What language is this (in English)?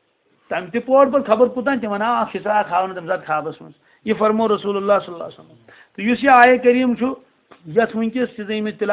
Kashmiri